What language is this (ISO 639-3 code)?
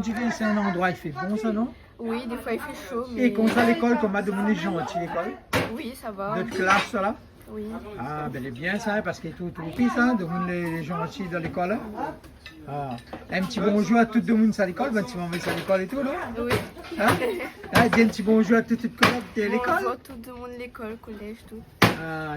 rcf